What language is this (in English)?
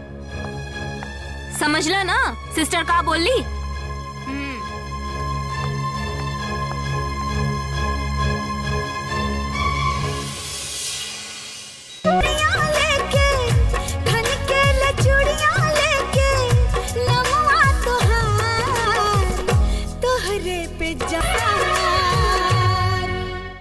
Bhojpuri